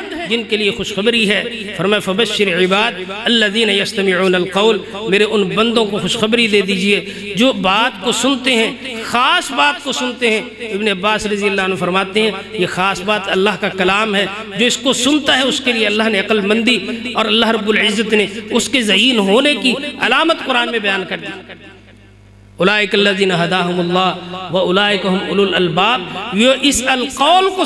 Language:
Urdu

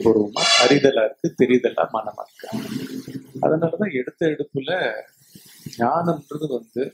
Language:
Tamil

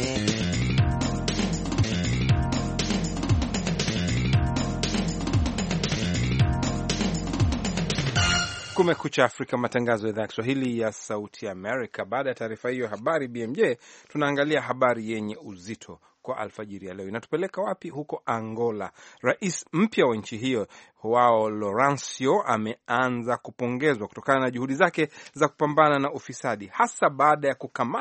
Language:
Swahili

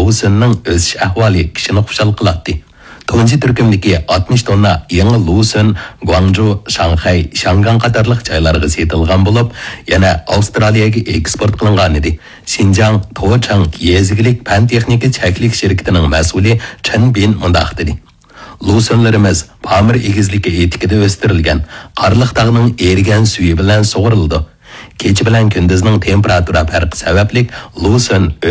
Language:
Uyghur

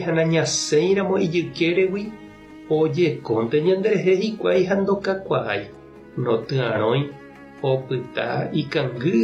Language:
Guarani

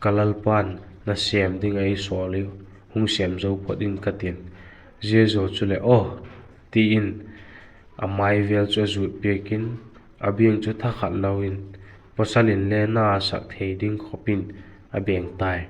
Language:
Vaiphei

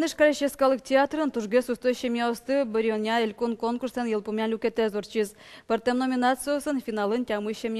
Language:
Udmurt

